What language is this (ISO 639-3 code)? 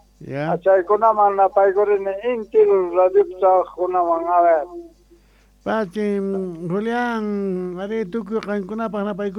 quh